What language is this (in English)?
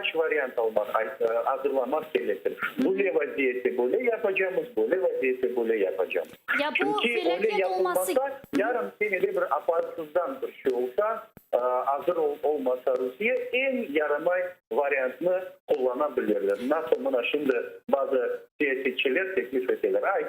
Crimean Tatar